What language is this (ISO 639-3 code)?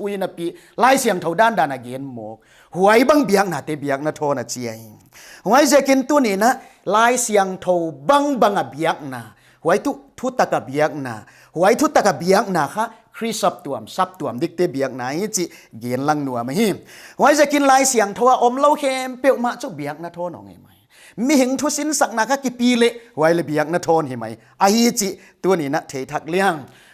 pck